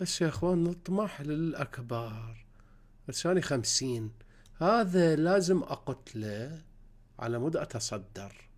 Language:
Mesopotamian Arabic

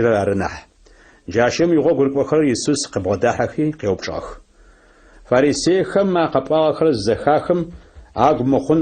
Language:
Adyghe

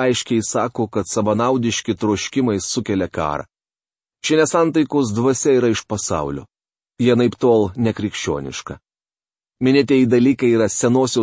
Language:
Lithuanian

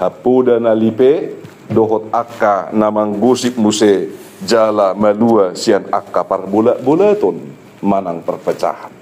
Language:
Batak Toba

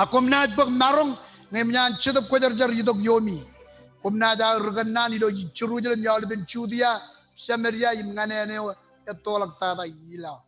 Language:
Marshallese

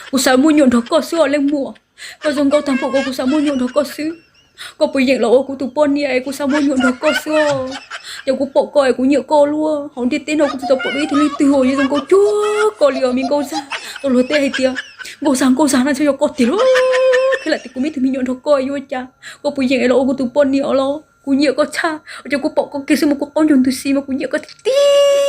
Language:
Hmong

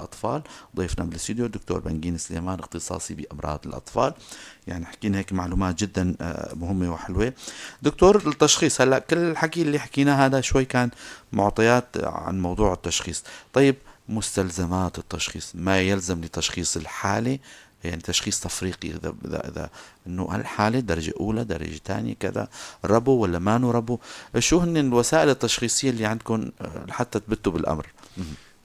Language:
North Levantine Arabic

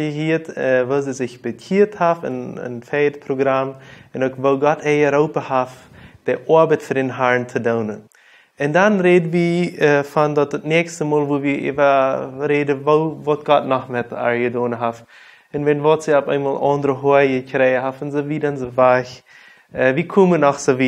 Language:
Plautdietsch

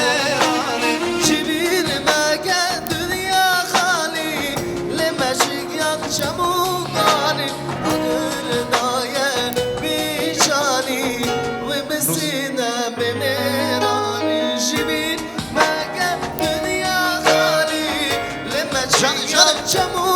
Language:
Kurdish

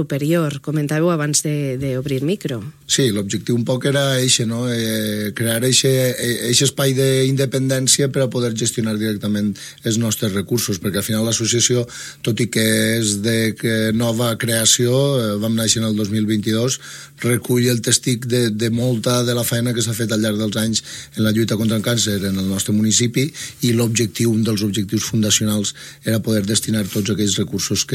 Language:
Catalan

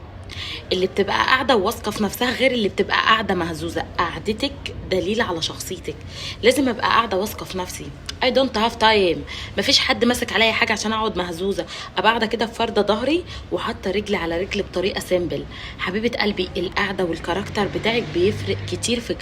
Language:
Egyptian Arabic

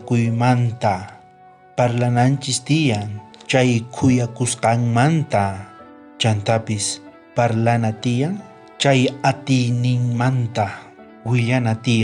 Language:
South Bolivian Quechua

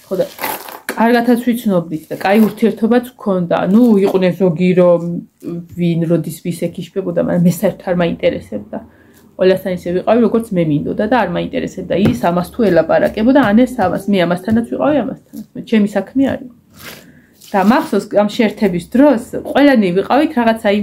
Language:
Georgian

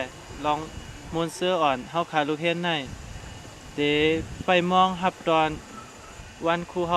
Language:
Shan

